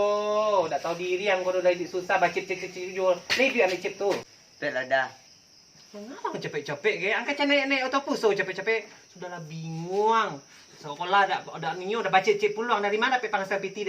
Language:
Minangkabau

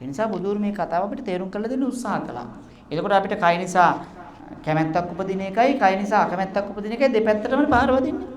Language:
Sinhala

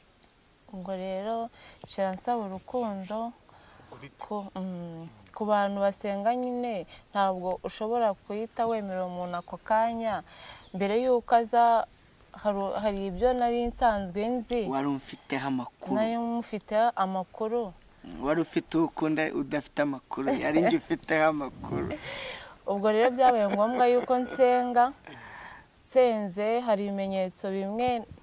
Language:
Kinyarwanda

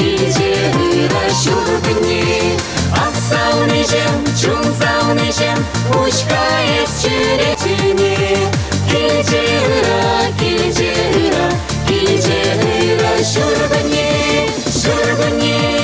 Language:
Chuvash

